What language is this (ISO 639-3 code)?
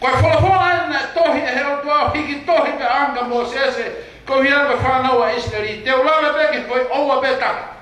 ton